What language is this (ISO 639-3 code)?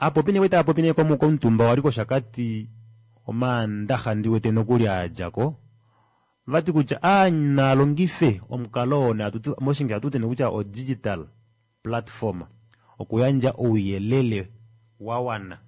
kua